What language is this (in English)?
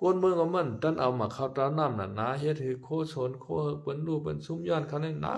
Shan